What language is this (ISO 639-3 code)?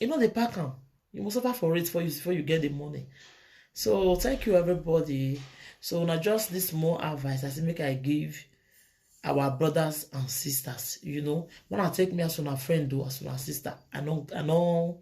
pcm